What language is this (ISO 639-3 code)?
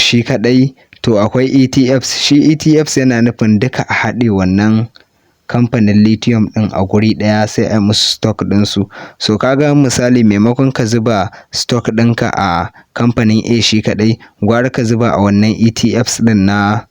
hau